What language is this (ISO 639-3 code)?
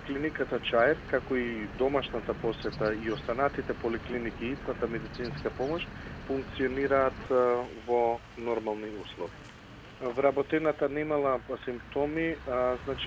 mkd